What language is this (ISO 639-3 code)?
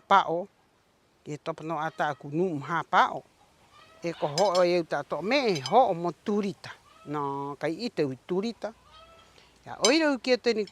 rap